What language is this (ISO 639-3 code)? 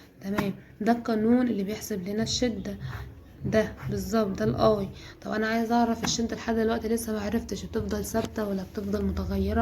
arz